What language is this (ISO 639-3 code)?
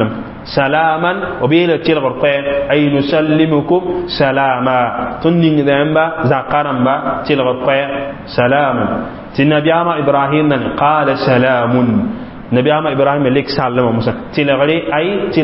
mos